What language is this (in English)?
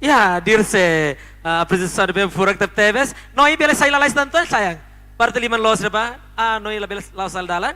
Tetum